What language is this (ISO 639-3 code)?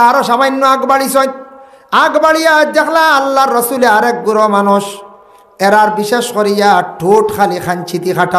syl